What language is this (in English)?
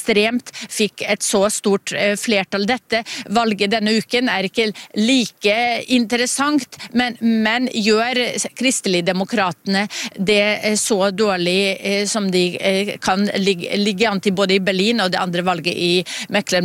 Norwegian